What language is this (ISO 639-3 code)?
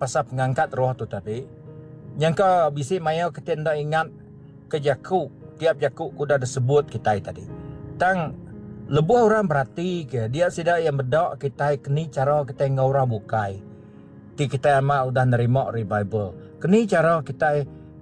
iba